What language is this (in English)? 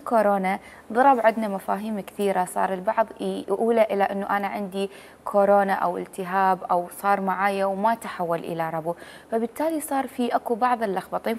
Mesopotamian Arabic